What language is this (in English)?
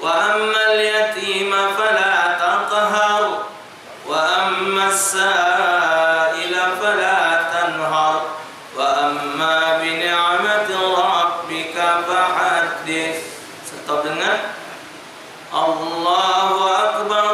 Musi